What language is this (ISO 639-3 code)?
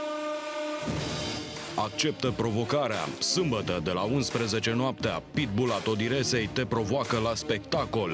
ron